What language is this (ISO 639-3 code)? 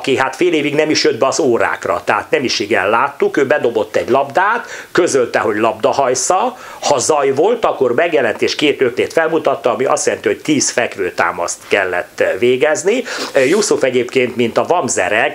hun